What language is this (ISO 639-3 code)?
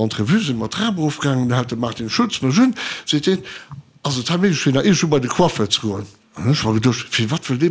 ltz